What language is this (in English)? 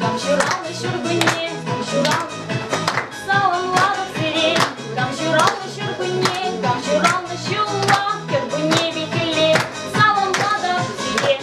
Chuvash